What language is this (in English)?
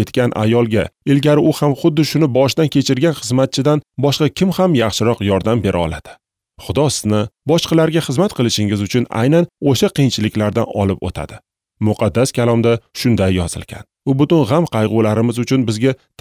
Uzbek